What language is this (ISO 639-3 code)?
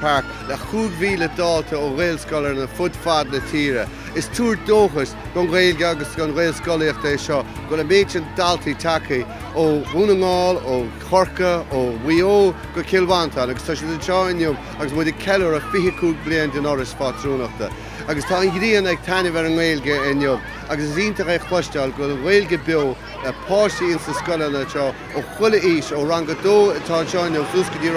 gle